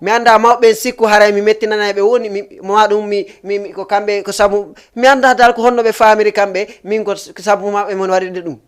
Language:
Fula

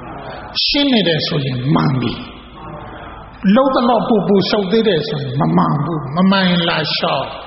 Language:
Burmese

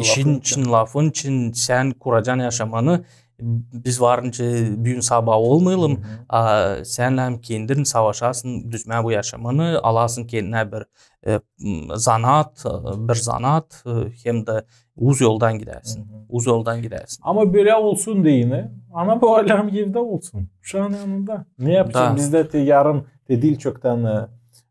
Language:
Gagauz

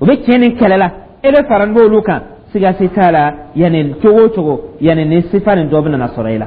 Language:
Dyula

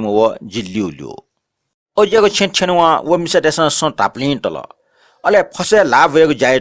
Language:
Newari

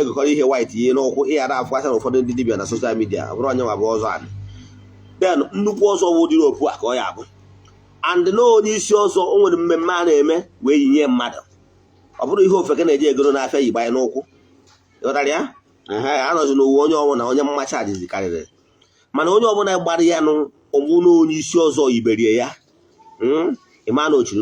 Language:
Igbo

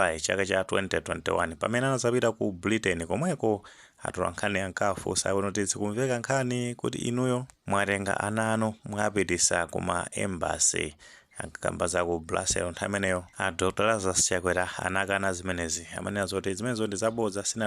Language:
Nyanja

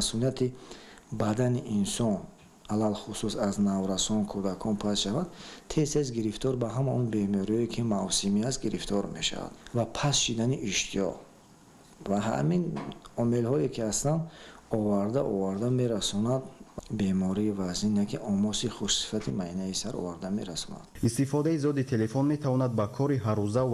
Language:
Tajik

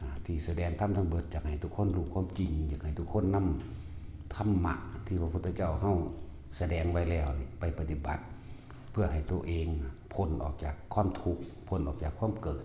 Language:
Northeastern Thai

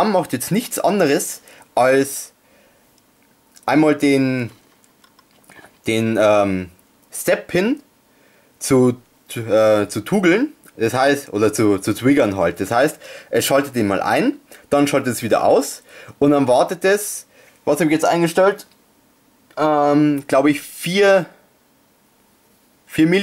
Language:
German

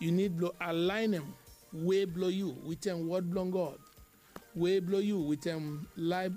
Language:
Bislama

